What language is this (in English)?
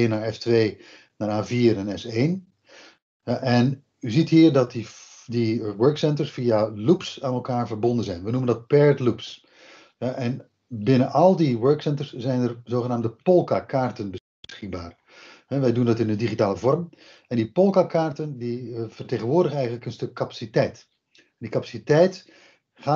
Dutch